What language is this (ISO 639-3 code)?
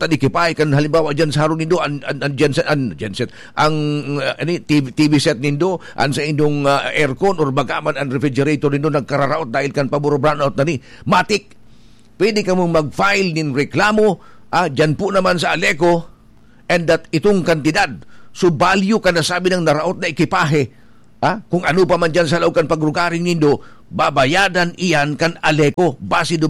bik